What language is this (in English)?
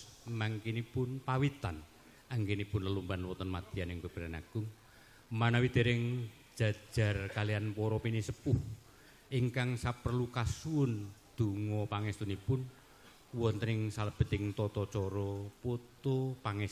Javanese